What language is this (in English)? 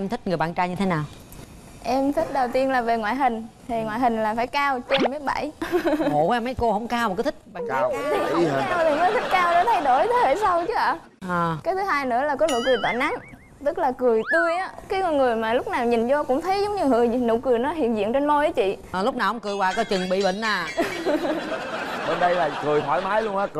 Vietnamese